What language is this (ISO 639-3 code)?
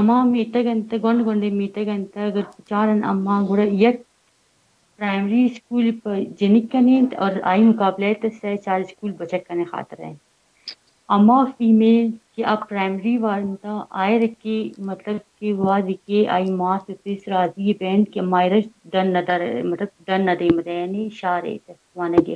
bal